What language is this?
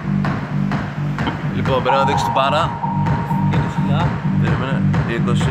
Greek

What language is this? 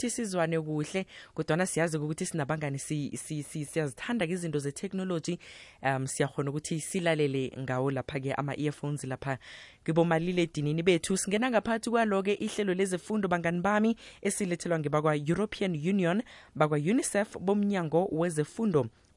South Ndebele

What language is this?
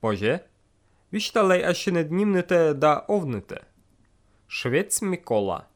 Slovenian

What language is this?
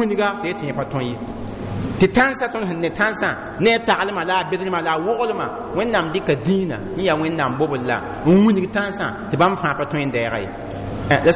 Mossi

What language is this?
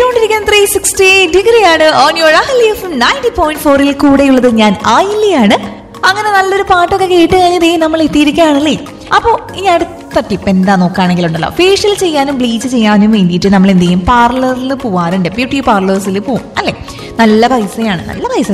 Malayalam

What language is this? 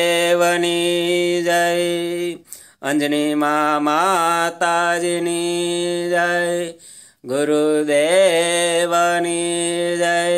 Sanskrit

